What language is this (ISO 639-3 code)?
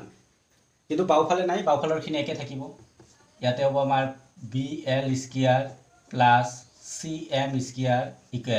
asm